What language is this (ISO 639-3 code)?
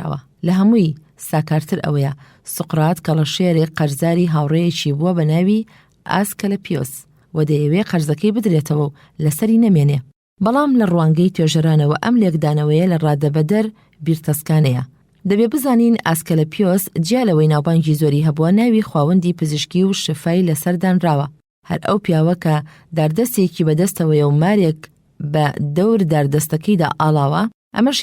ckb